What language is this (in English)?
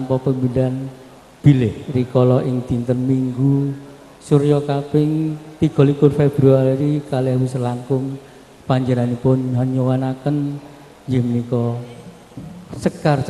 Javanese